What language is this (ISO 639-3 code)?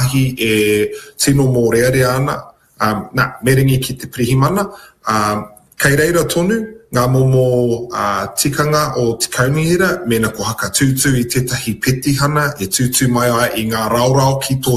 mri